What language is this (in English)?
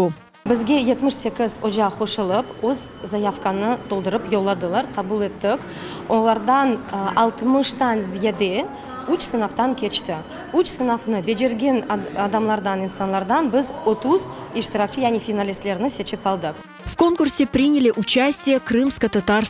Crimean Tatar